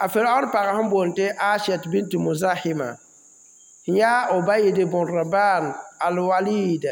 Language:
Mossi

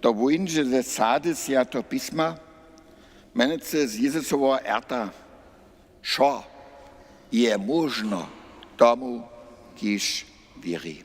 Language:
Upper Sorbian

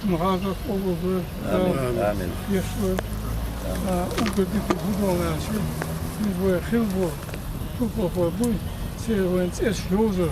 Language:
Chechen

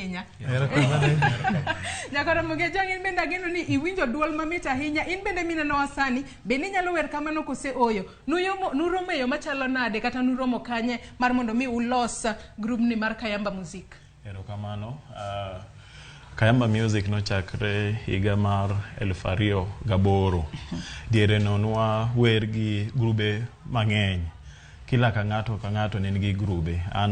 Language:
Luo (Kenya and Tanzania)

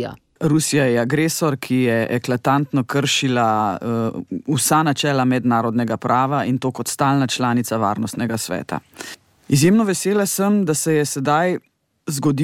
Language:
Slovenian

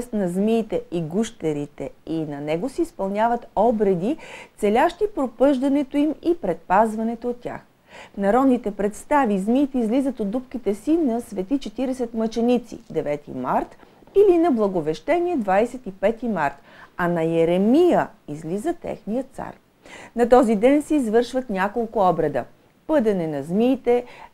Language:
Bulgarian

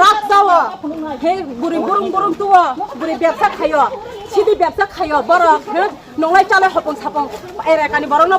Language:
Kok Borok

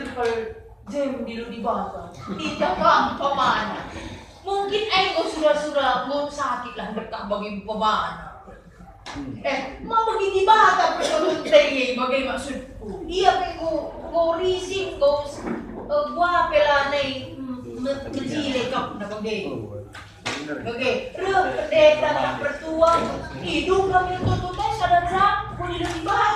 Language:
Batak Karo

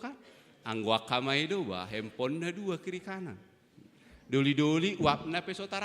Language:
Batak Toba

